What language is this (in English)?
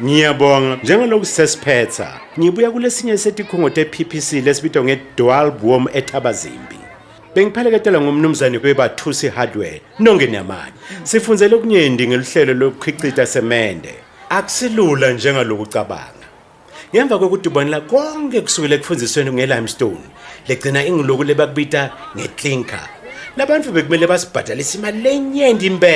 Swati